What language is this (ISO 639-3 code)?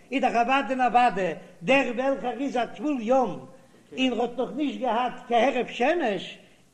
yid